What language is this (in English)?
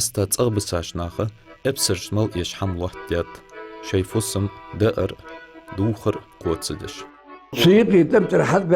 Ingush